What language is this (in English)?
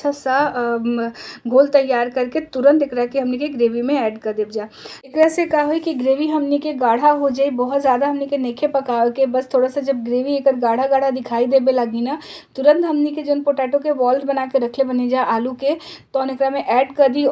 Bhojpuri